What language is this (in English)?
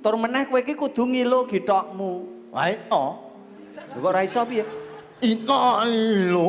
Javanese